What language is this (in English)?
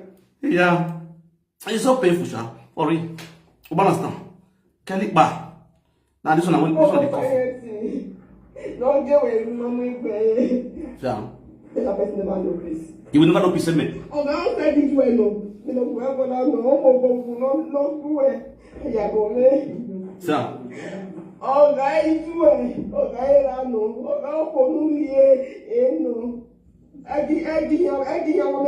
Nigerian Pidgin